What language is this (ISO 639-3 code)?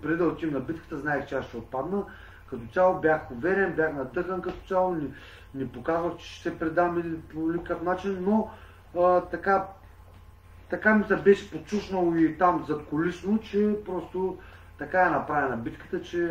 bul